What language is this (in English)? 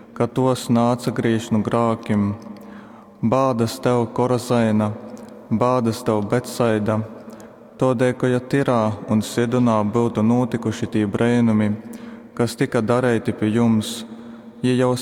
Latgalian